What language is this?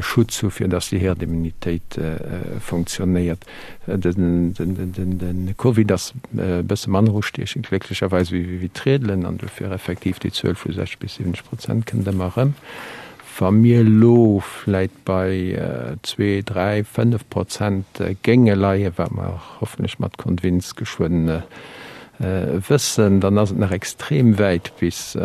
Luxembourgish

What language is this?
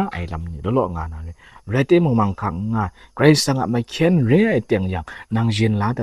Kachin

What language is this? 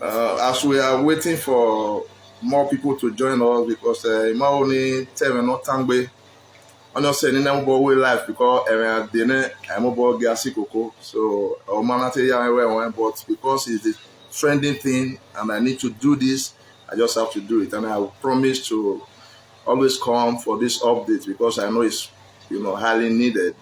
Nigerian Pidgin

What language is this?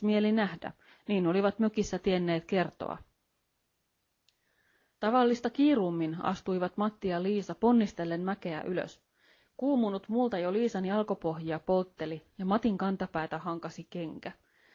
Finnish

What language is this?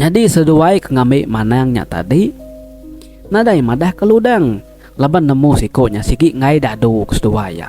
Iban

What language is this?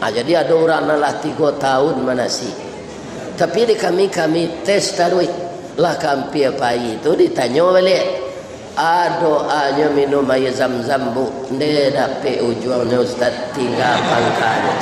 Minangkabau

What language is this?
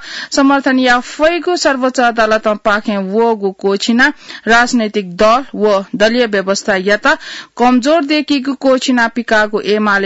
Newari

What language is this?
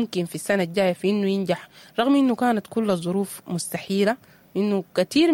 Sudanese Arabic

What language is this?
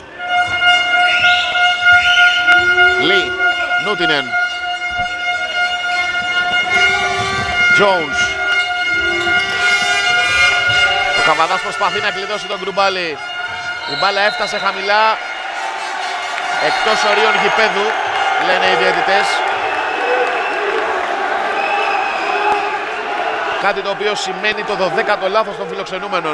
Greek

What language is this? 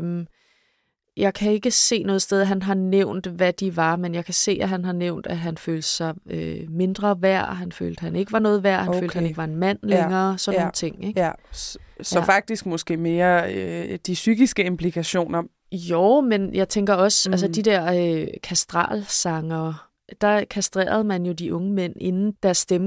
Danish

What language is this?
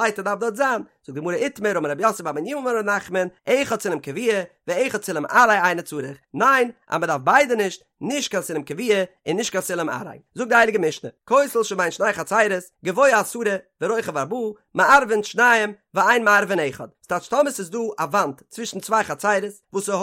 Yiddish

